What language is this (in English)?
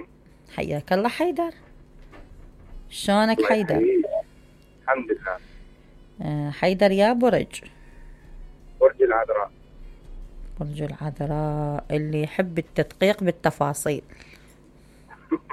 Mesopotamian Arabic